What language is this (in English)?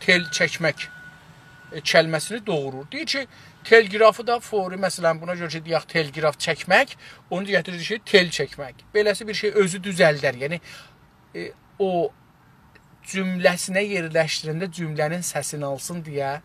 South Azerbaijani